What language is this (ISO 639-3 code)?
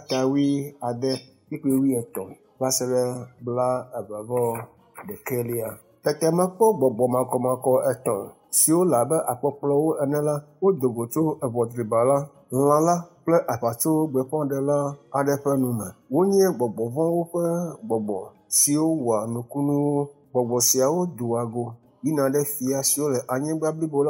ewe